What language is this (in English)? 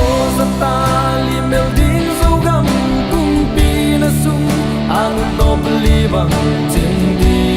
Tedim Chin